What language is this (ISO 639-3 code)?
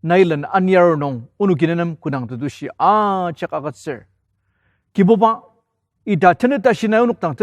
njo